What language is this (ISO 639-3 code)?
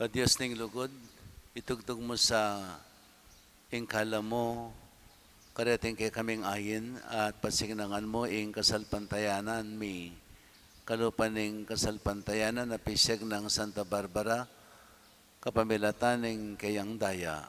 pam